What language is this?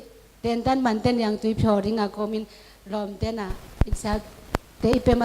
Tedim Chin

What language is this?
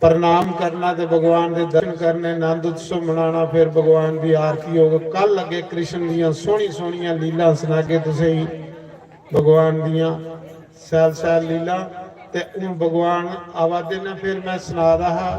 Dogri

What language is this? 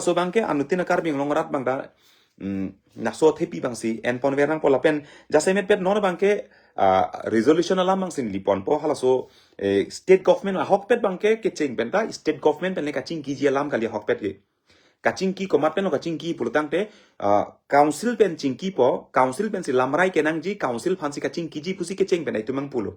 Karbi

